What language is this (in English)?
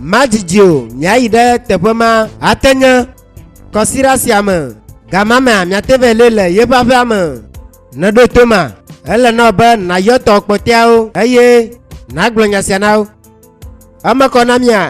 Ewe